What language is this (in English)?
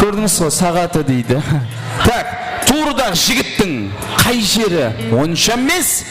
Kara-Kalpak